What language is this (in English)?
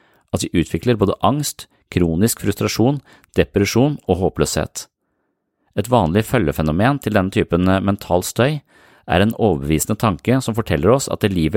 Norwegian